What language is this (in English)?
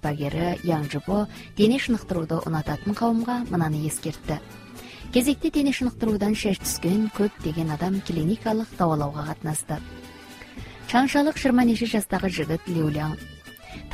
Kazakh